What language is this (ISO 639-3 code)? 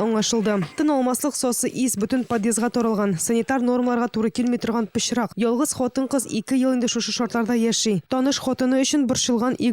tat